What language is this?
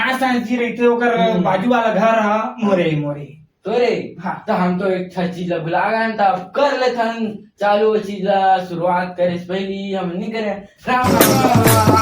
Chhattisgarhi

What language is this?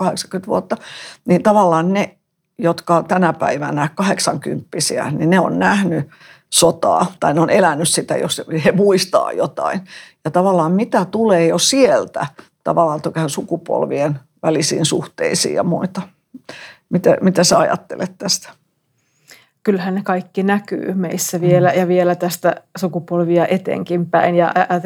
Finnish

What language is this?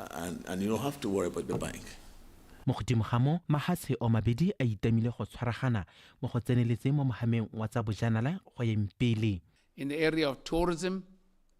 Tswana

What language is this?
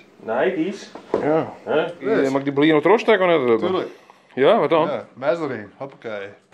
Western Frisian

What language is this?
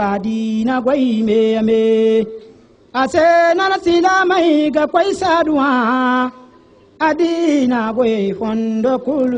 Zarma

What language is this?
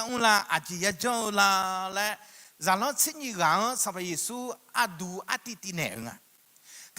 Akha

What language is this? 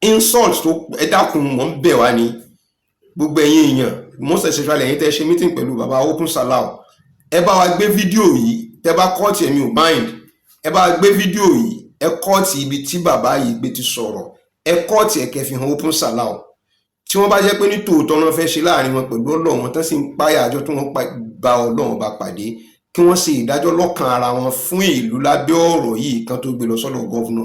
Yoruba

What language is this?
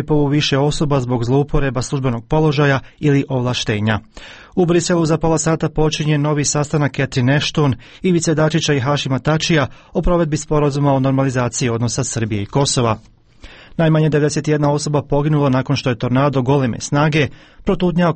Croatian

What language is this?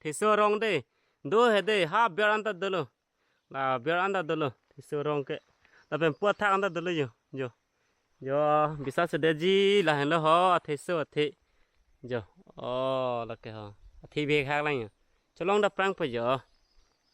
Karbi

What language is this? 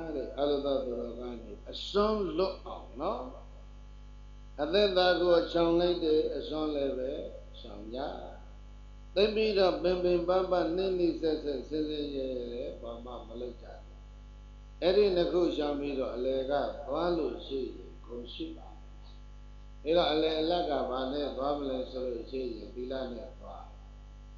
Burmese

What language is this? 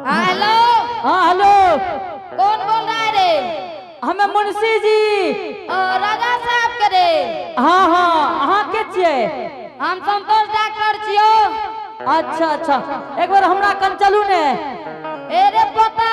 Angika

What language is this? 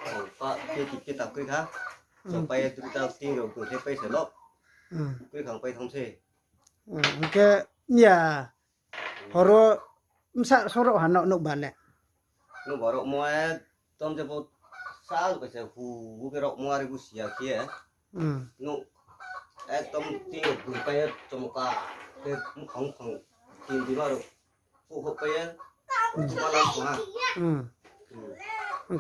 Riang (India)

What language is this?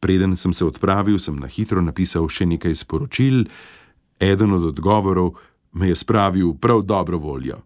Slovenian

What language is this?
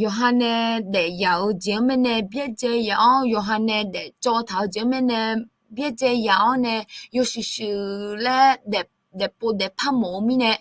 Akha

